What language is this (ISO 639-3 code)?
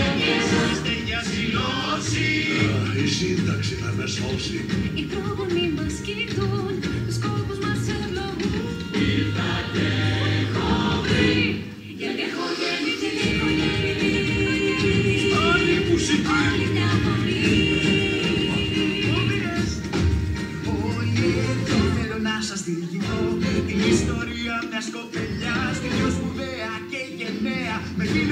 ell